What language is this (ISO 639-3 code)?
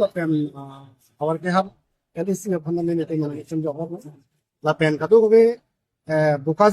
mjw